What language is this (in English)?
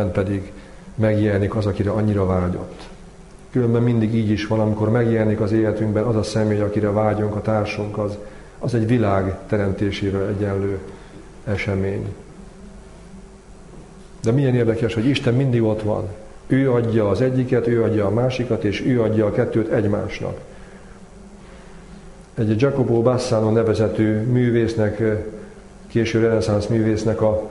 Hungarian